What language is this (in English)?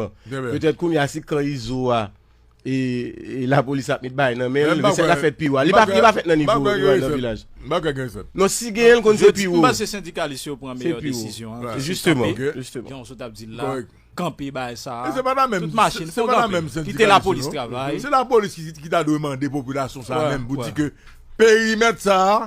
Haitian Creole